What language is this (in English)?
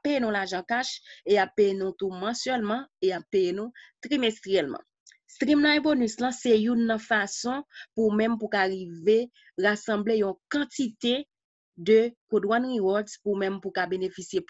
Haitian Creole